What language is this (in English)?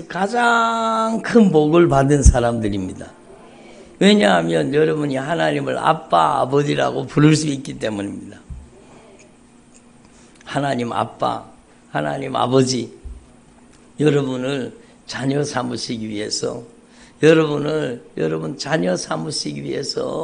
Korean